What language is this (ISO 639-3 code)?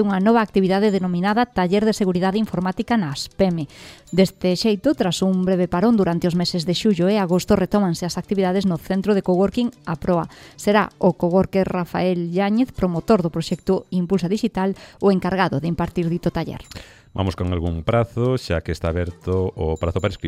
glg